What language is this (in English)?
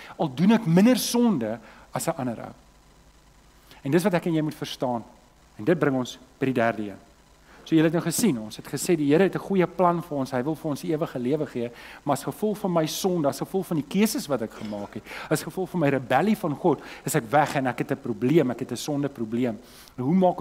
Afrikaans